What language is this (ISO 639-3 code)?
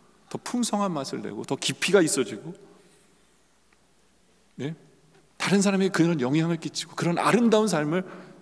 kor